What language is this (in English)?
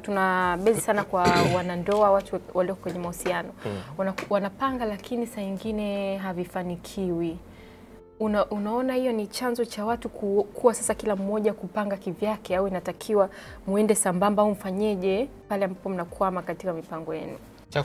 Swahili